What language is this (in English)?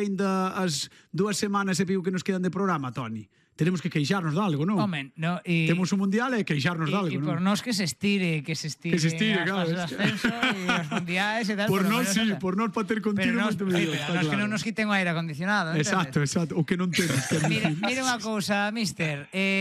Galician